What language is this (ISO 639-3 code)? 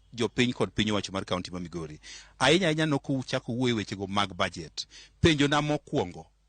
luo